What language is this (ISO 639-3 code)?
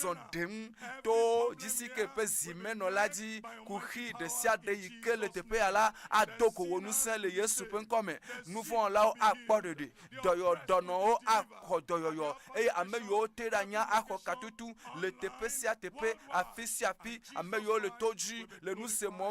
ewe